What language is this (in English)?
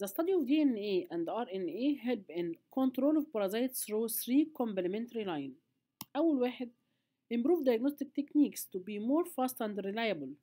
Egyptian Arabic